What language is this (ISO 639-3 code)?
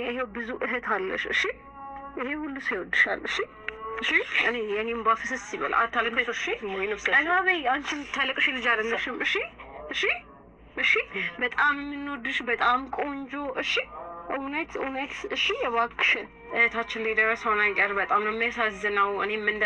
amh